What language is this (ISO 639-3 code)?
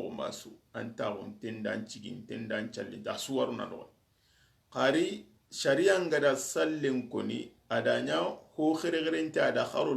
snk